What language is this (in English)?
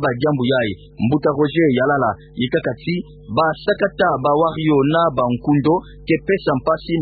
Kituba (Democratic Republic of Congo)